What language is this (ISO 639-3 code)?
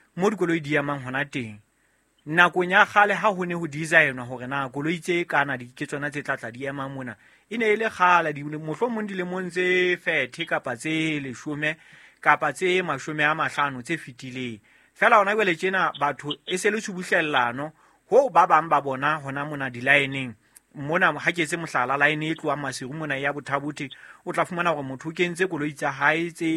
sot